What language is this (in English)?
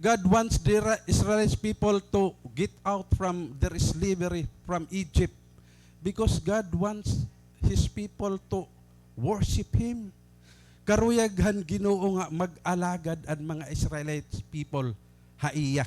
Waray